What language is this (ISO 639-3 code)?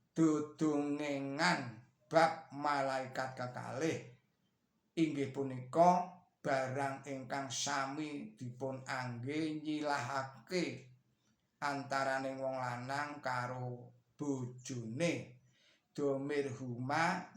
jav